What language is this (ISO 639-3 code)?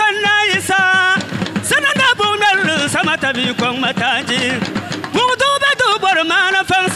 dag